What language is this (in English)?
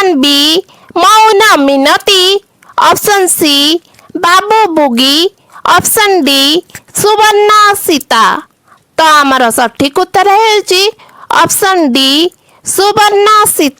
Odia